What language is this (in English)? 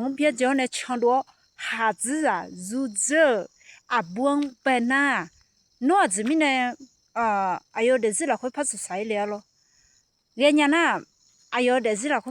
Akha